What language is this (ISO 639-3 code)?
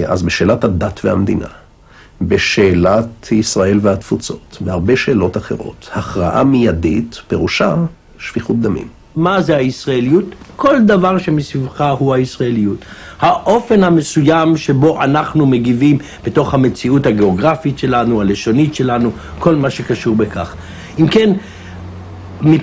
heb